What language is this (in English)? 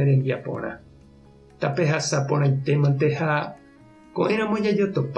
Guarani